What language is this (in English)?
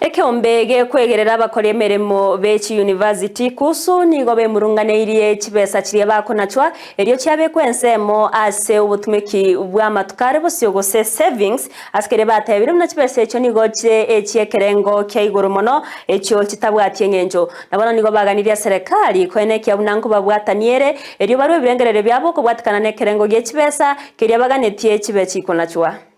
Gusii